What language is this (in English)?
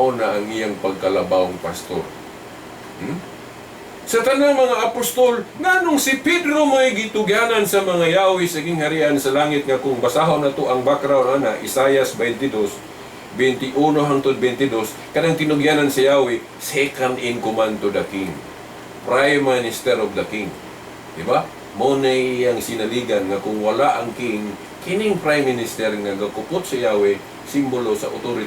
Cebuano